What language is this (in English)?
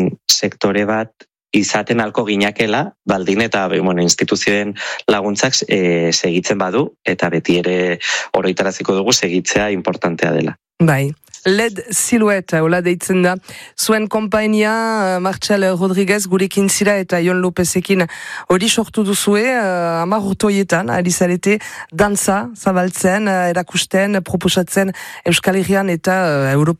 Basque